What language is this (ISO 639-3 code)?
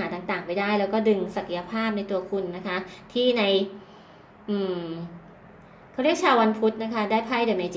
tha